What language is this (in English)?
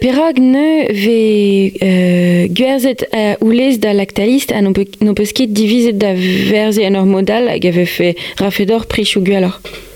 Breton